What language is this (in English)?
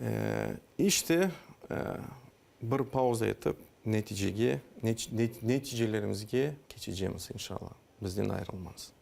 Crimean Tatar